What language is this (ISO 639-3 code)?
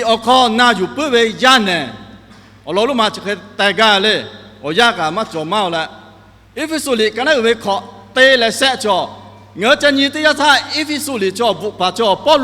lhu